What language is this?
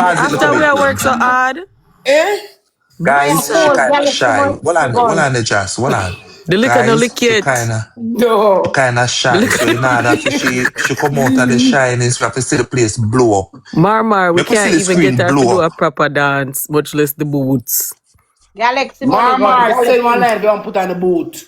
Jamaican Creole English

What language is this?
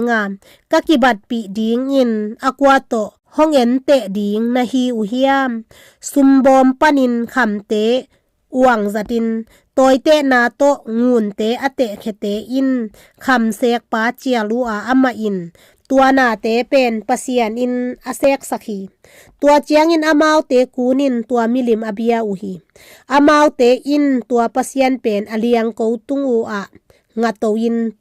Tedim Chin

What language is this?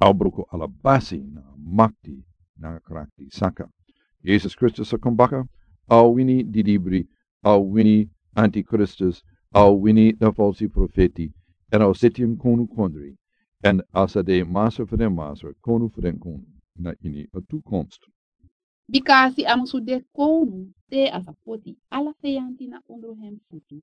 Sranan Tongo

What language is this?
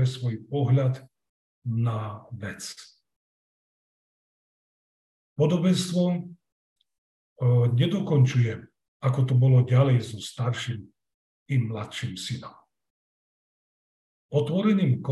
Slovak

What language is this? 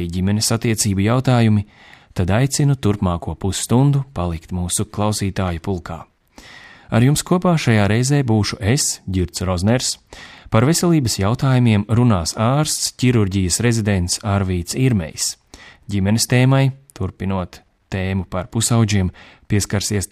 Latvian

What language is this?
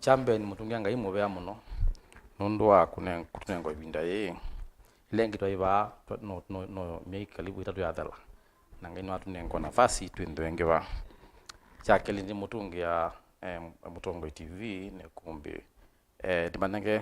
Kamba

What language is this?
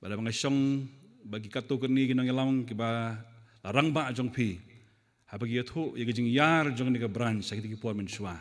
Khasi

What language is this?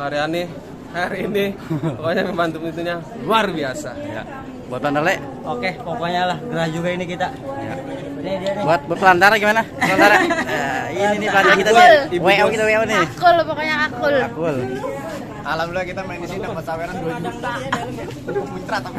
Betawi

